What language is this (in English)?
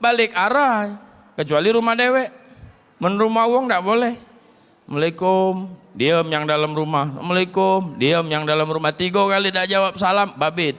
Musi